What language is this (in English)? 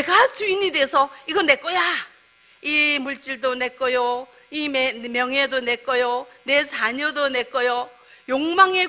Korean